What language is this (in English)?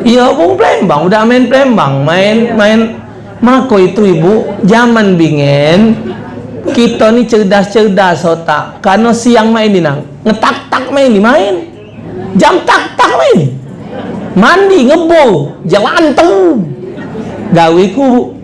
Musi